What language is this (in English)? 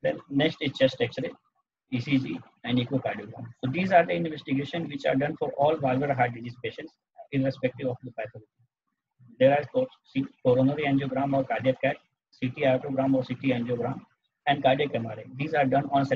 English